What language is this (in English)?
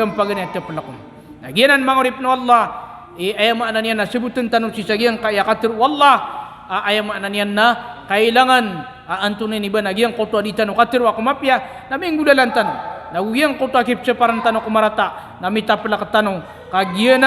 Maranao